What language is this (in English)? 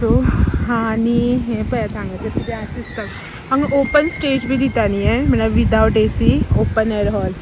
Konkani